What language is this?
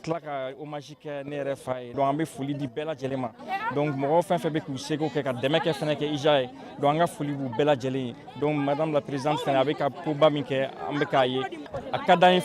Bambara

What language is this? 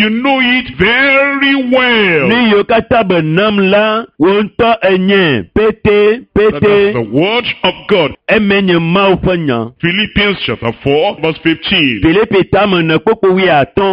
Ewe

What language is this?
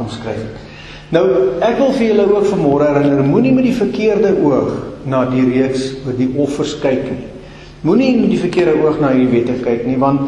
Afrikaans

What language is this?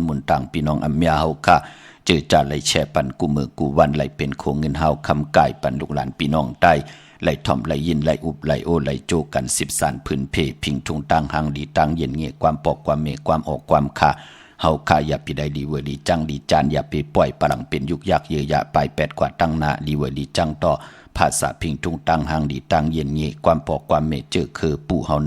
Shan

